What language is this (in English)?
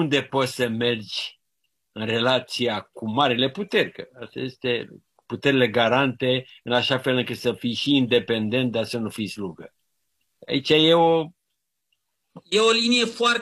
Romanian